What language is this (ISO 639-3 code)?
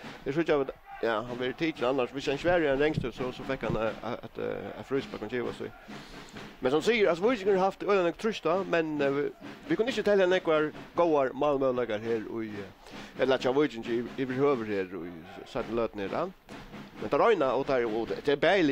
fao